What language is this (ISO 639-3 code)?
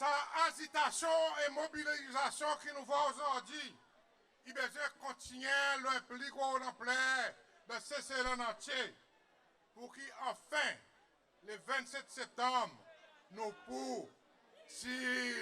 crs